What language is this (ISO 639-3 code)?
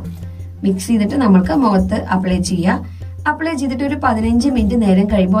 mal